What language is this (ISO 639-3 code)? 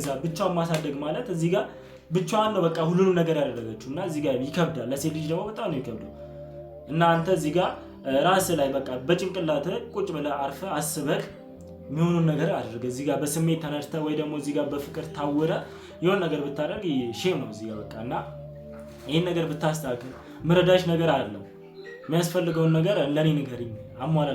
amh